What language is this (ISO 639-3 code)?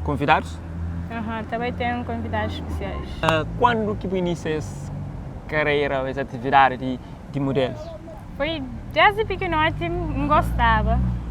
kea